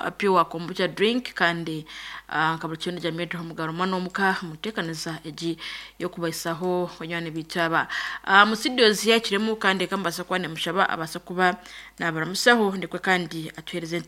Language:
Nyankole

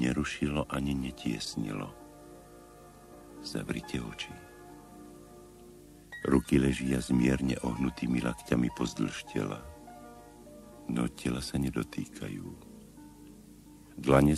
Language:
Slovak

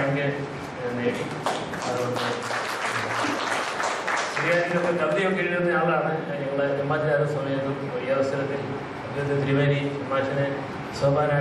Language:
Malayalam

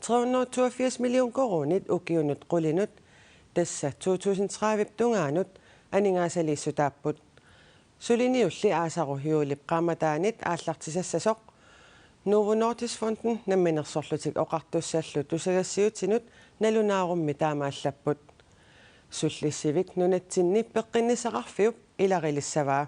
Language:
Kalaallisut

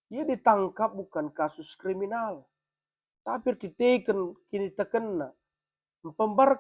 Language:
Batak Karo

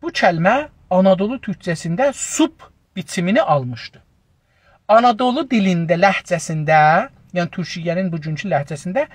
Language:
South Azerbaijani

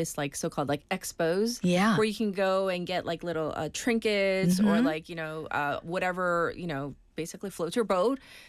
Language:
English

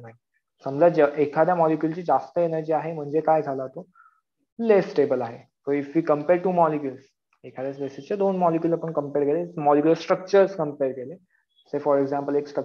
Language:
Marathi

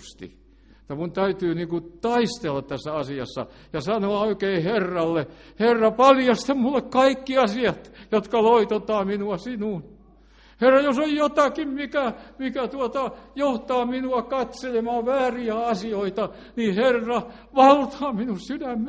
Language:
Finnish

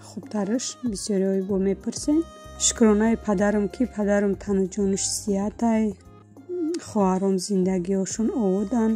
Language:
Tajik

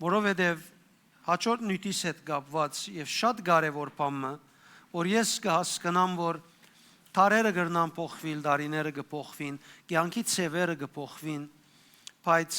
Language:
Western Armenian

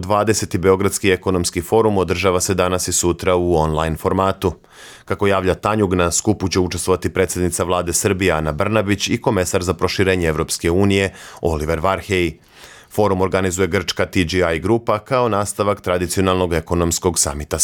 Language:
Serbian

